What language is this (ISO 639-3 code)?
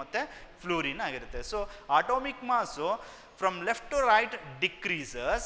kan